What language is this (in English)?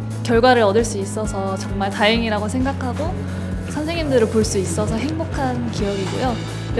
Korean